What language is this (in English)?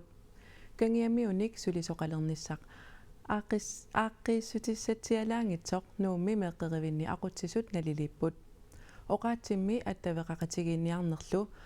Kalaallisut